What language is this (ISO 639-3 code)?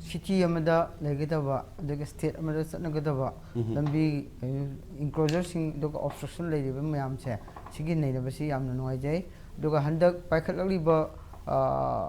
mni